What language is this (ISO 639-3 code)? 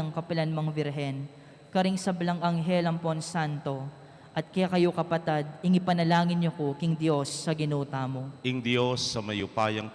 pam